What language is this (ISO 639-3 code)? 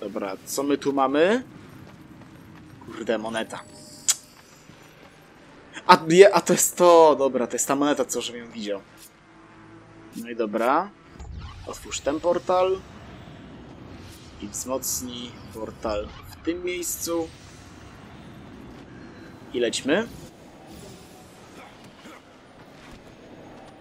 pol